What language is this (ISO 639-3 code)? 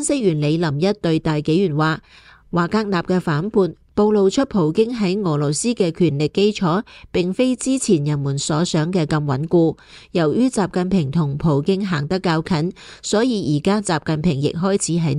yue